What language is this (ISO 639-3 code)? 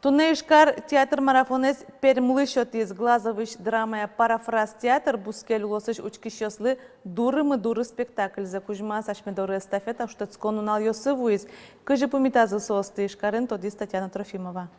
udm